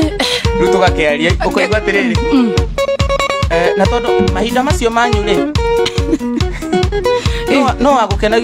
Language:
Kikuyu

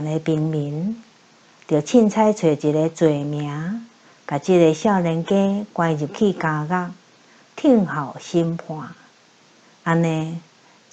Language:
Min Nan Chinese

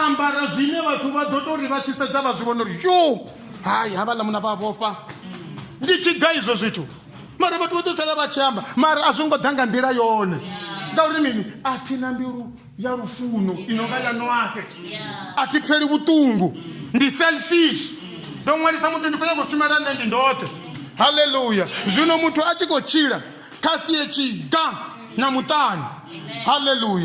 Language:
Venda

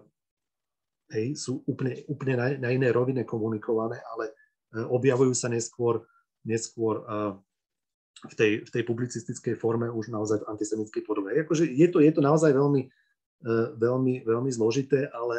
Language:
Slovak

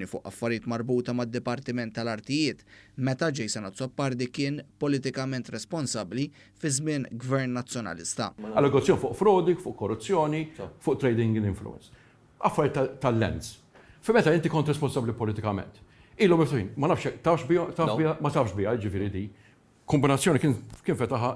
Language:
Maltese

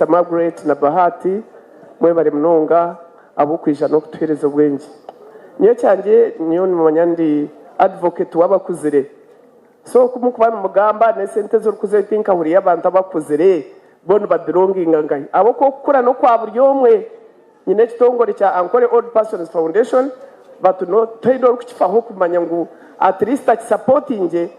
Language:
Nyankole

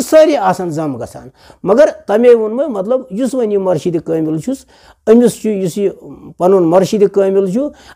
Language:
Kashmiri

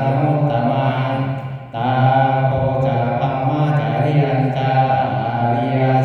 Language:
Pali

